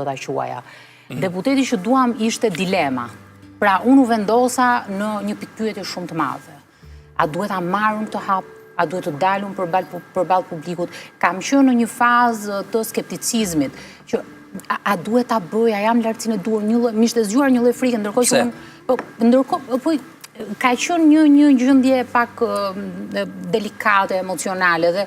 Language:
Albanian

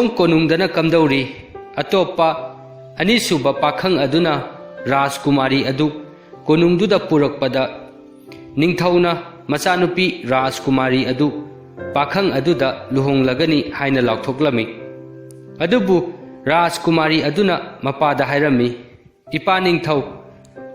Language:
Manipuri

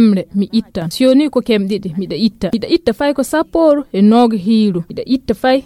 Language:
Fula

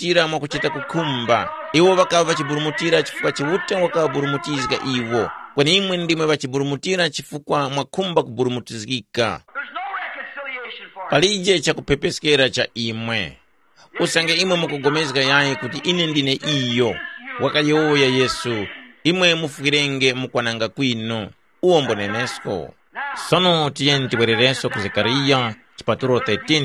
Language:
Tumbuka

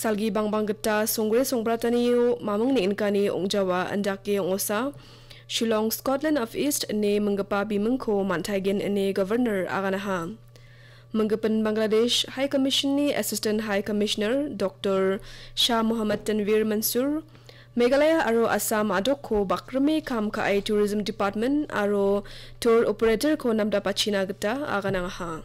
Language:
Garo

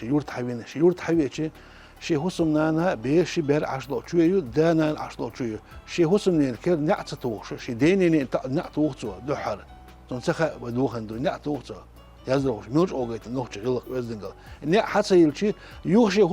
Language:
Chechen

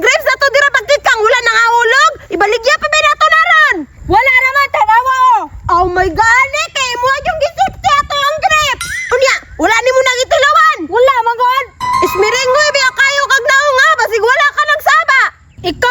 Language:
Cebuano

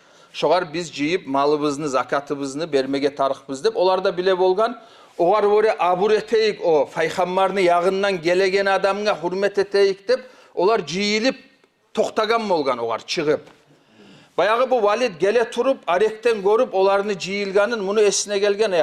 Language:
Kumyk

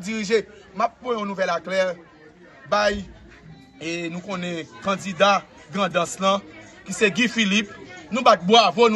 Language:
Haitian Creole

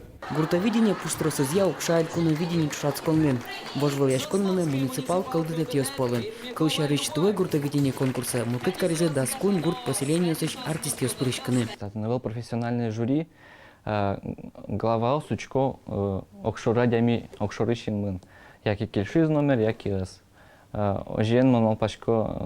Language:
Udmurt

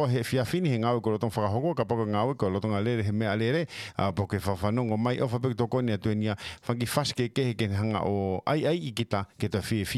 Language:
Tongan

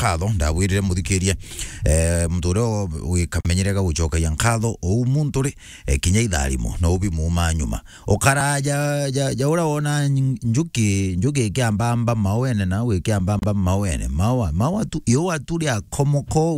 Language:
Meru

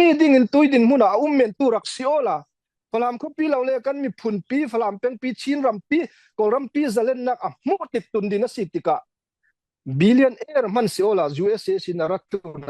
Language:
Falam Chin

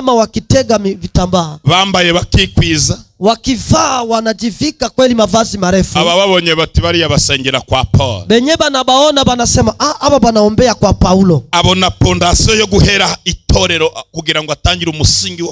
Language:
Kinyarwanda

